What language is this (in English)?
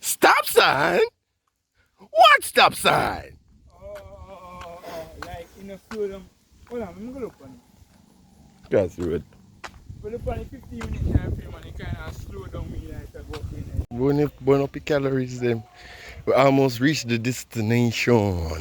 Jamaican Creole English